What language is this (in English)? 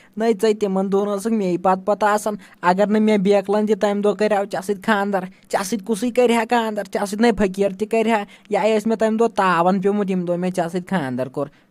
Kashmiri